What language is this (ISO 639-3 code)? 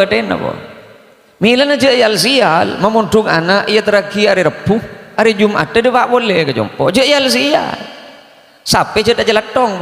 mad